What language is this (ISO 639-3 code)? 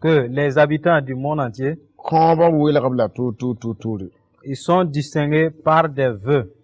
mos